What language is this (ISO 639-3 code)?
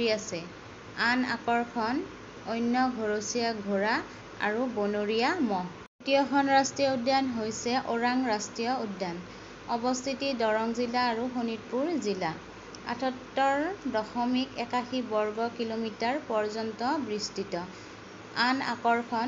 asm